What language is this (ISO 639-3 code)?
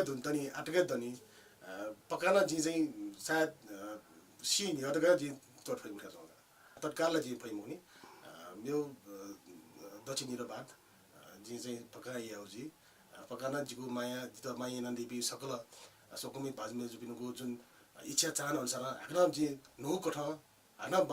new